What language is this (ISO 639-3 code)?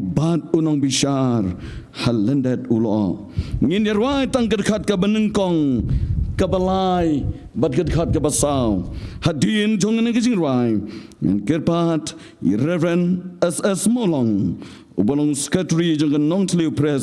kha